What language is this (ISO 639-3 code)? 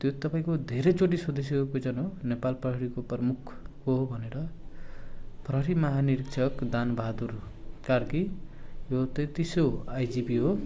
nep